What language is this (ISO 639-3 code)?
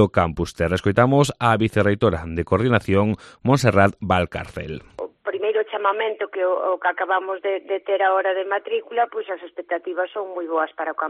glg